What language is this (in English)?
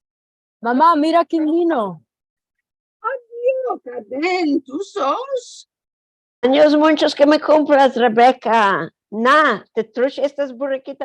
Ladino